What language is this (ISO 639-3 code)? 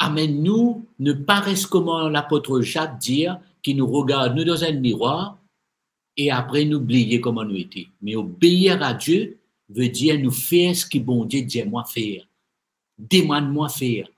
mfe